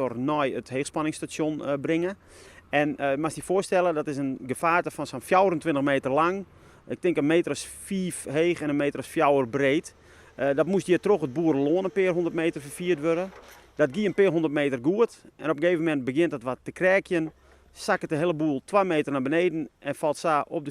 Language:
Western Frisian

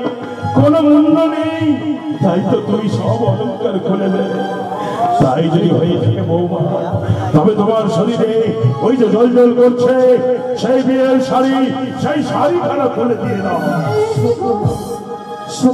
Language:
Bangla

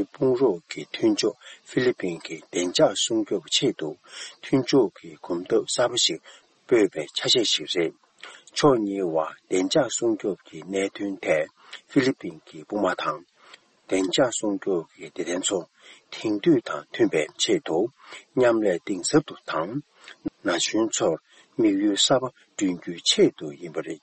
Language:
Tibetan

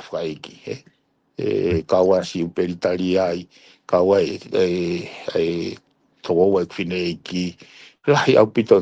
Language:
Tongan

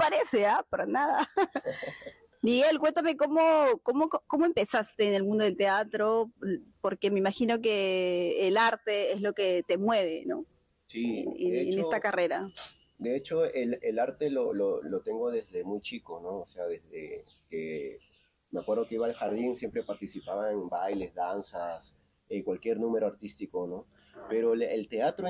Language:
Spanish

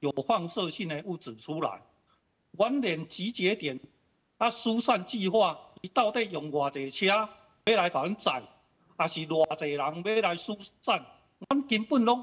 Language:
Min Nan Chinese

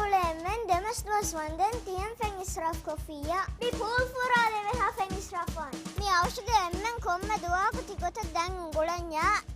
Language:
Divehi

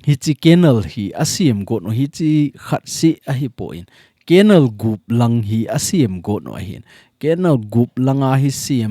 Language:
Thado Chin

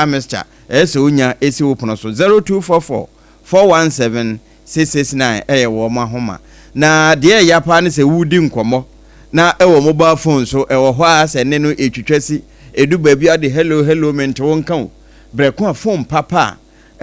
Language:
Akan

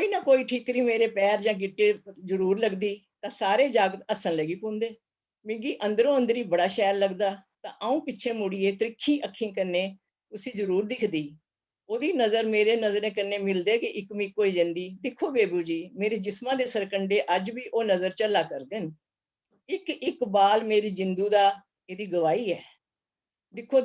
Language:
Dogri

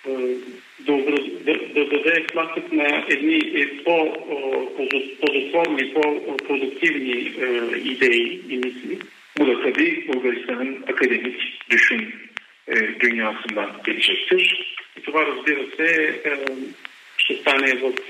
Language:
Bulgarian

